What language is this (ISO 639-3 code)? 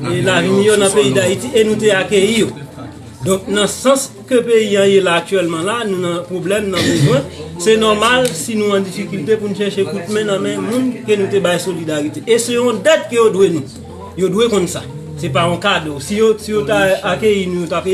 hat